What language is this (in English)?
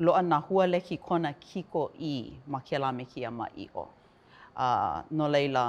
Hawaiian